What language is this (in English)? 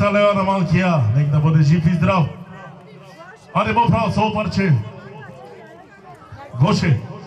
Bulgarian